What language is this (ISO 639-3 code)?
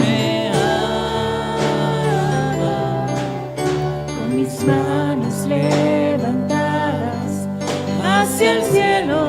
quh